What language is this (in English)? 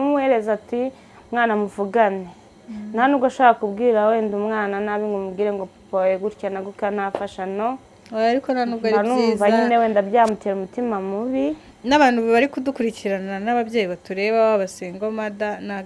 Kinyarwanda